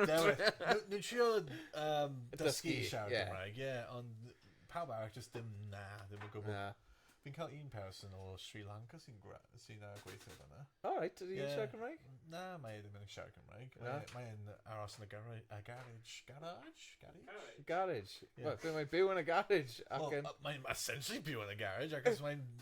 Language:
Welsh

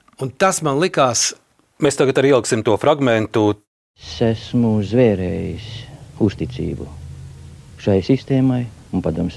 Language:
Latvian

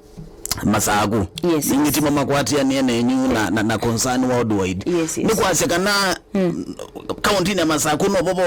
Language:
Kamba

